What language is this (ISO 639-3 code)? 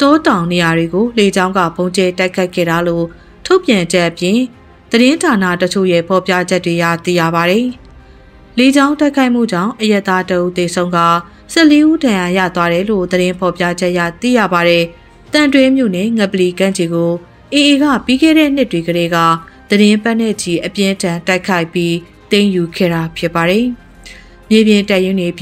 mya